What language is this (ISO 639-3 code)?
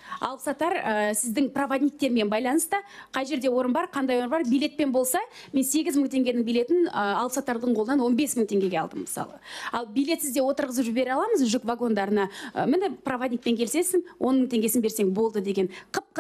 kaz